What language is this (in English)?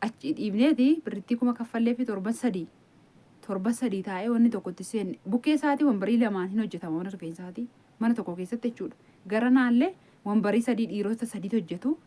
Oromo